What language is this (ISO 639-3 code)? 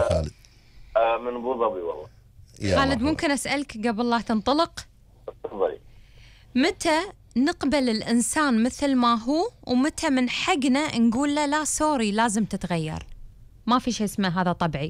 afb